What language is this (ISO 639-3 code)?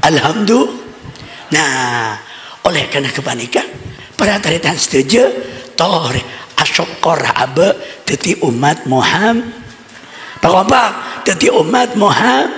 mad